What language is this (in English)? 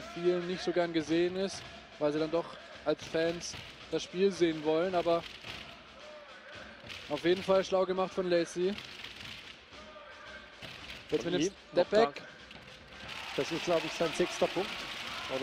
German